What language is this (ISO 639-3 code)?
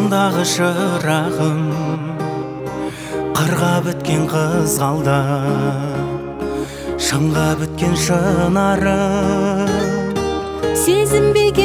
kaz